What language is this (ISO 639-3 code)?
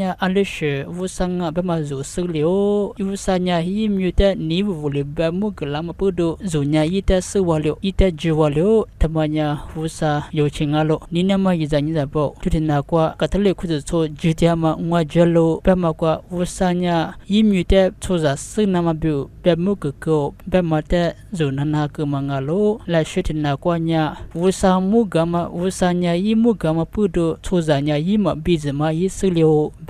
lis